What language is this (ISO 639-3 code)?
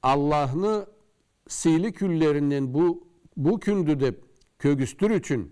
krc